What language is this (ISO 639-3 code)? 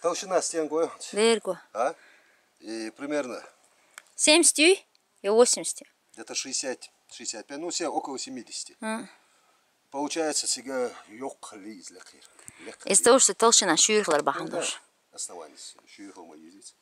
che